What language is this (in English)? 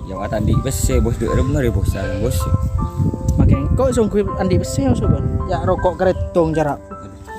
Madurese